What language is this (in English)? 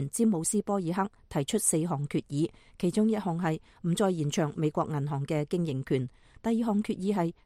Cantonese